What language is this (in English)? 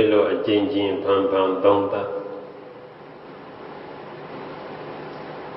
Burmese